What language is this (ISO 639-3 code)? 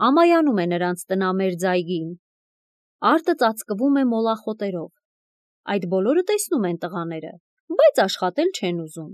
hye